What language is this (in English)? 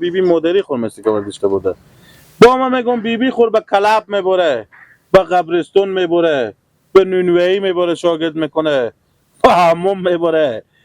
Persian